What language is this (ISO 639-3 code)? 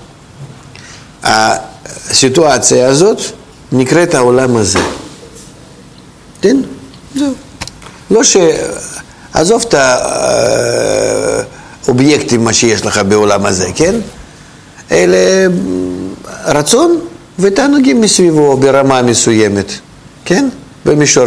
heb